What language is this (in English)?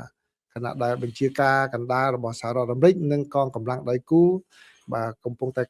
Khmer